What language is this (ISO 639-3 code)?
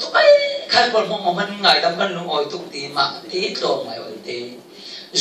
cfm